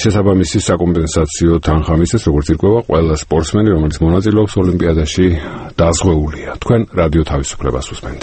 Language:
Georgian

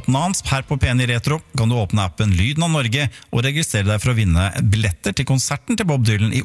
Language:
Norwegian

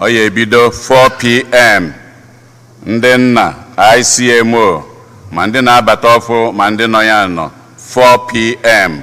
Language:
Igbo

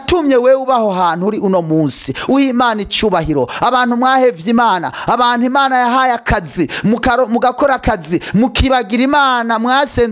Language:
Rundi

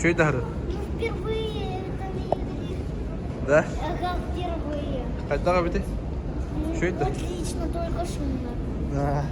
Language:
Yakut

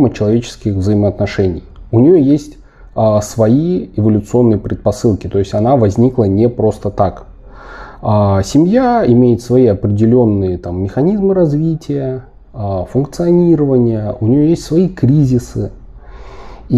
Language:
Russian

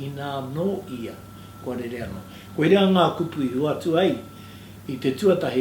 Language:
Māori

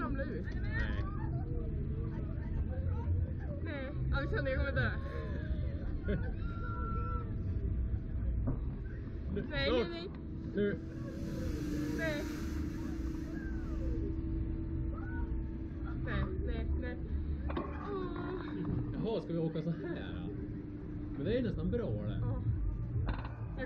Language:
Swedish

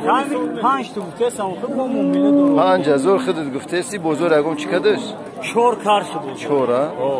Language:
Tajik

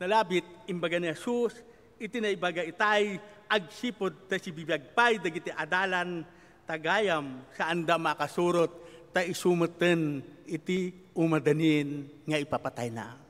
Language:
Iloko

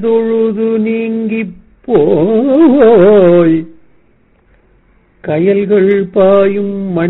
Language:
Tamil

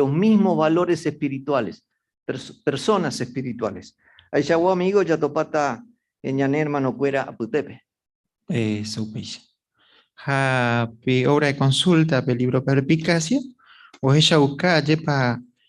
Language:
Guarani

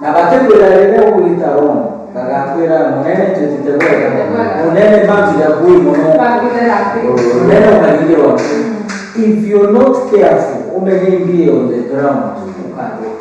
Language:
Meru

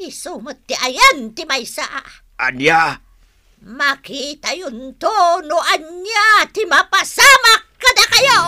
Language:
Iloko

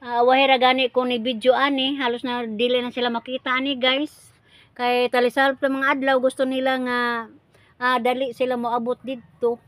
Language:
Cebuano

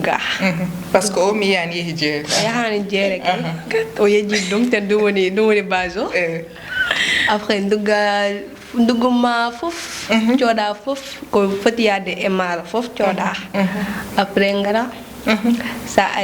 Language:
Fula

